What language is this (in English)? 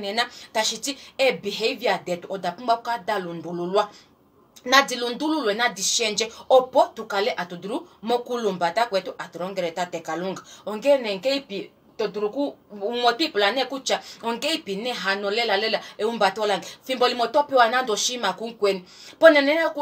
Kuanyama